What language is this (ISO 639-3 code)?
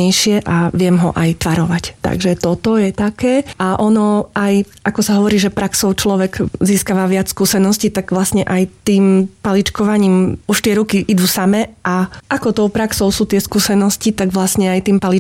slk